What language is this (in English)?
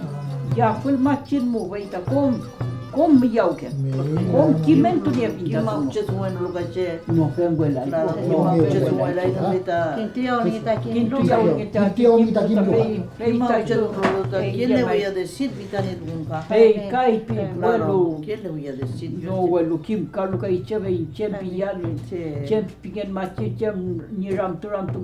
Mapuche